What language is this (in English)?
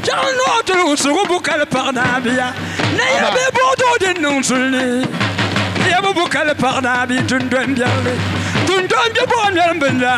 Dagbani